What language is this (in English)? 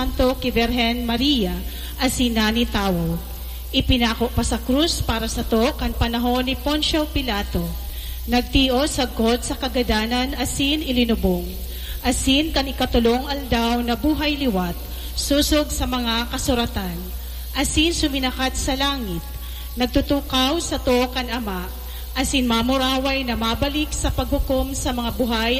Bikol